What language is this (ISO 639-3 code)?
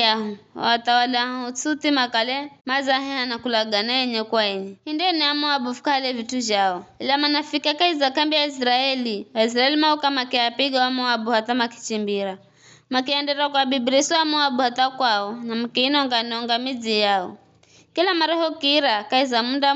nyf